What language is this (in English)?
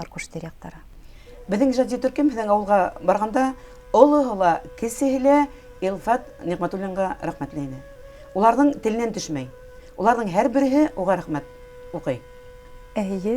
Bashkir